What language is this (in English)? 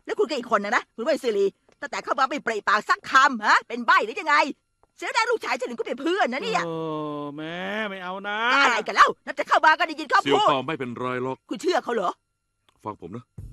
Thai